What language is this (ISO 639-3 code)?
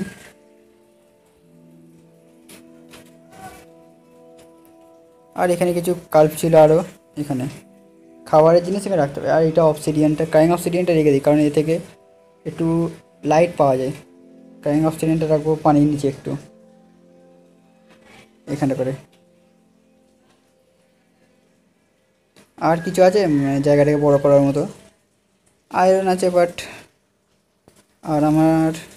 ben